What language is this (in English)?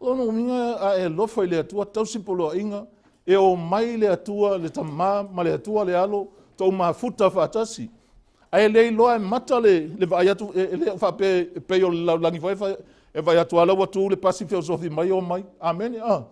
Samoan